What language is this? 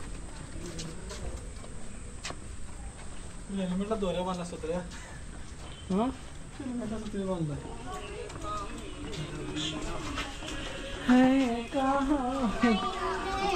Marathi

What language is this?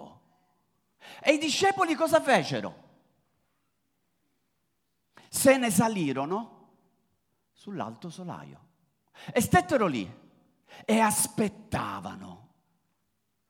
Italian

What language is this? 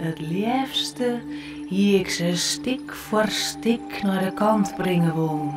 Western Frisian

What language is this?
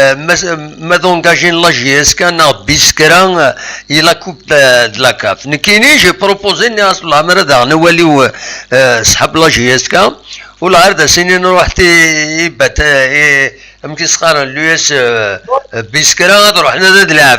Kabyle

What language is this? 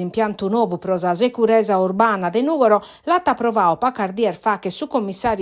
Sardinian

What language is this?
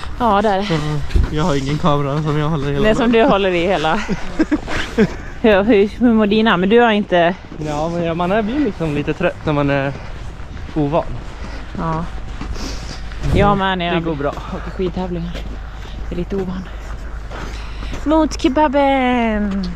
Swedish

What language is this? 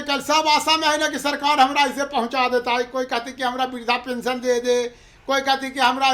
Magahi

